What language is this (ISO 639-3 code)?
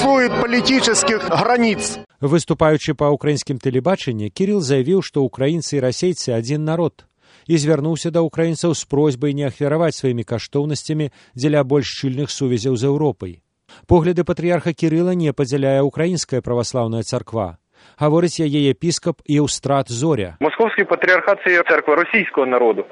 bel